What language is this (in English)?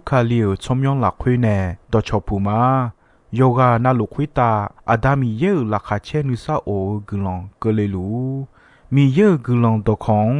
Akha